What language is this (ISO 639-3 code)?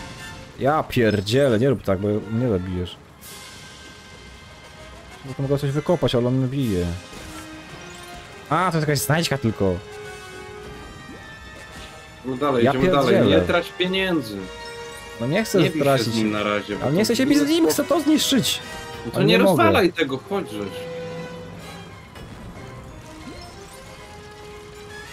pol